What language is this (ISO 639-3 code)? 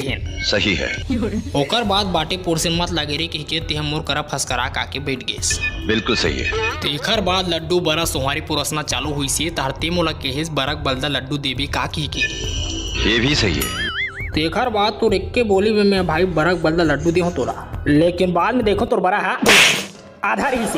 hne